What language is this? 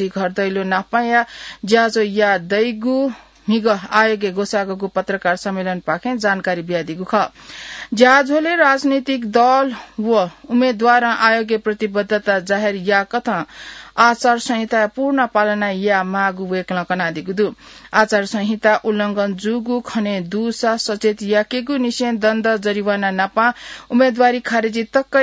Newari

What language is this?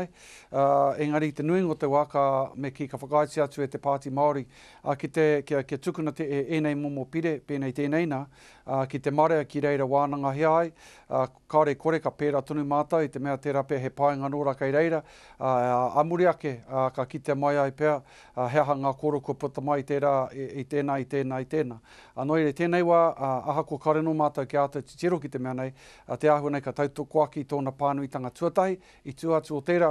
Māori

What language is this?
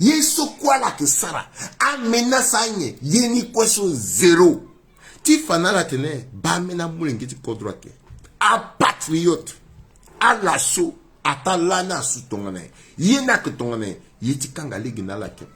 Sango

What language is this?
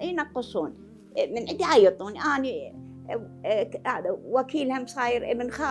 Mesopotamian Arabic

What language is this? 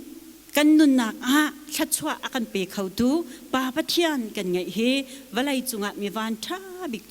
Hakha Chin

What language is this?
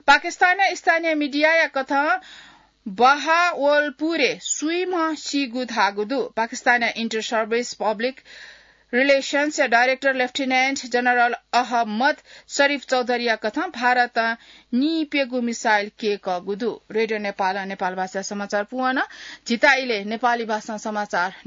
Newari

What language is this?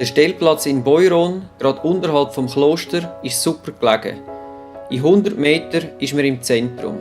Swiss German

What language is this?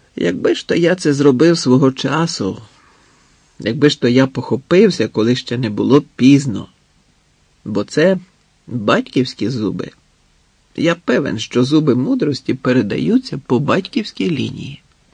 Ukrainian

